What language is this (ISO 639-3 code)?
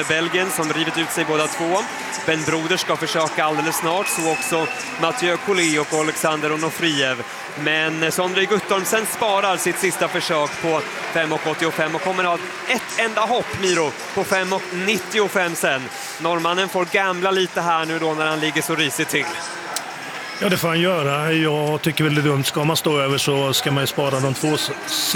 swe